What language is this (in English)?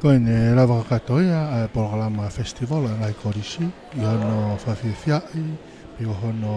Tongan